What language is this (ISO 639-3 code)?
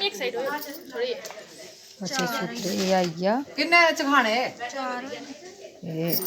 doi